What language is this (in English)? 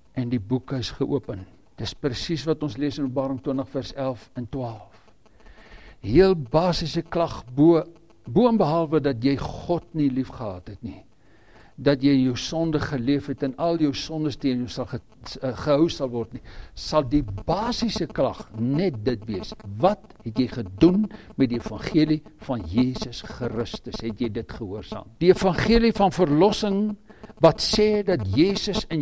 Afrikaans